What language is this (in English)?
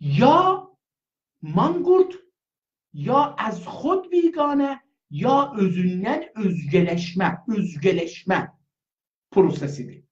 South Azerbaijani